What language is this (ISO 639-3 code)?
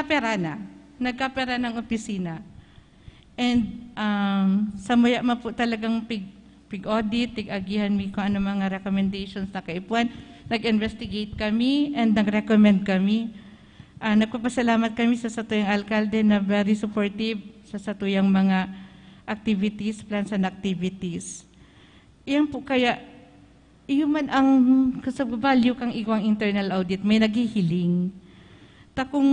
bik